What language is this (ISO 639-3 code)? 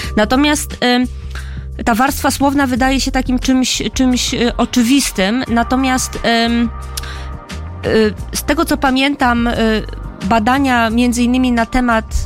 pol